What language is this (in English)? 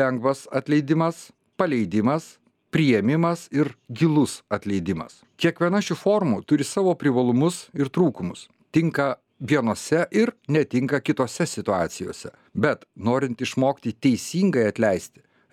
Lithuanian